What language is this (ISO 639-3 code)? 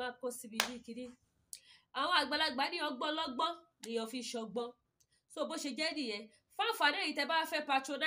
yor